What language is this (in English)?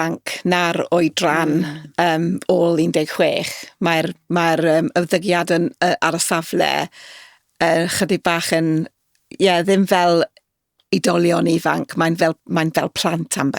Welsh